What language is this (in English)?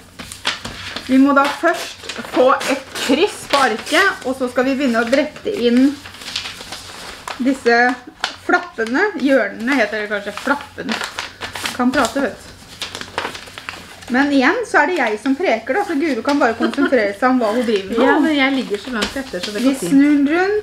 Norwegian